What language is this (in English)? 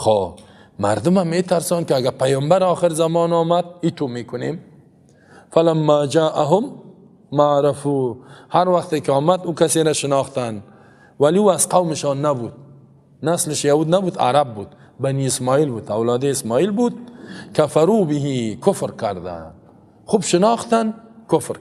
Persian